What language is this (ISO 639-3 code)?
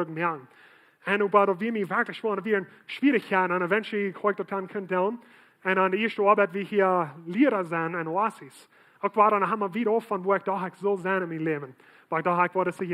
pdt